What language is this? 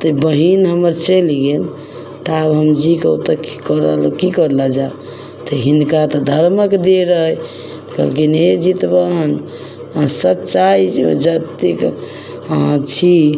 Maithili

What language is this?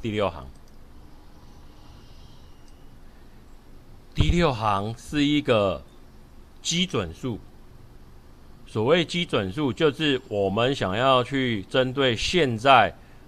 Chinese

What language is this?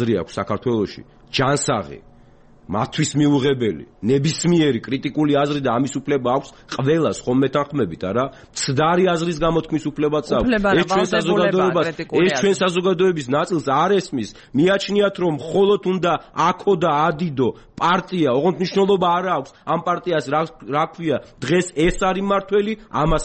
Georgian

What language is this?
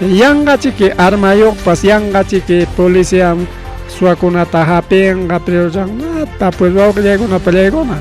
Ayacucho Quechua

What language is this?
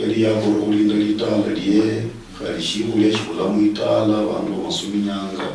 Luyia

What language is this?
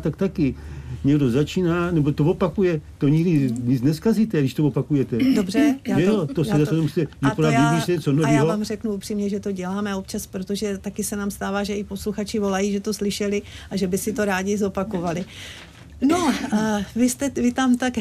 Czech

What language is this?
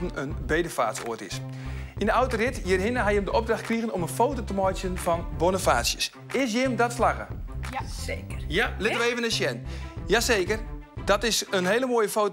Western Frisian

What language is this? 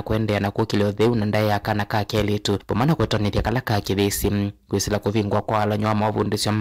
Kamba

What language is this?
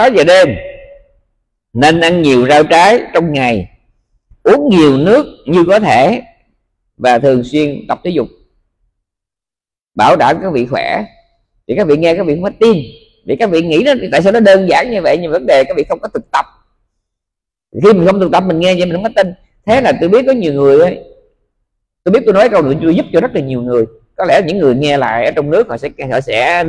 Vietnamese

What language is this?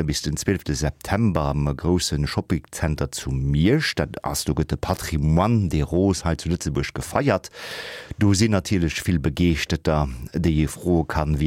Luxembourgish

